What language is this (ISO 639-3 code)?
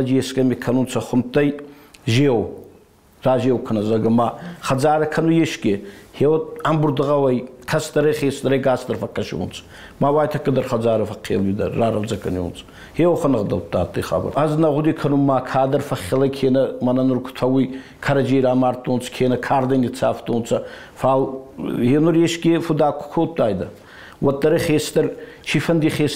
oss